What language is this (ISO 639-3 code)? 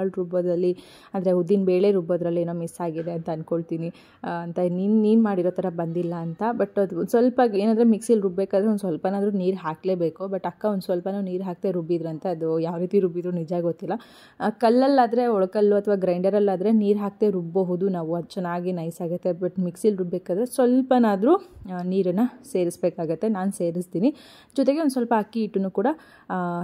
kan